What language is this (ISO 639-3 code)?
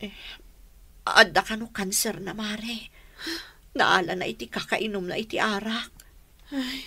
ilo